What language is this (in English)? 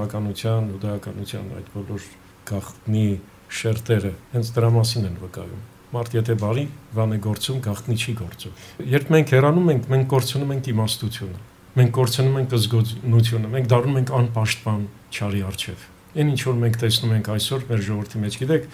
Armenian